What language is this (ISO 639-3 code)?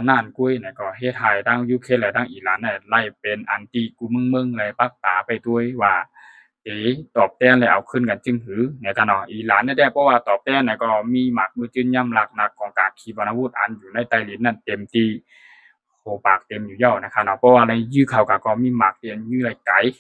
shn